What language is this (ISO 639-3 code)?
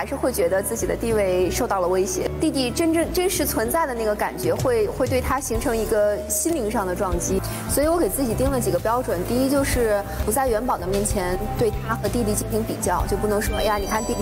zho